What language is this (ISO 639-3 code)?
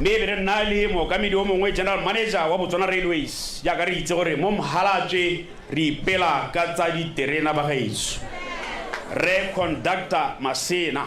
tsn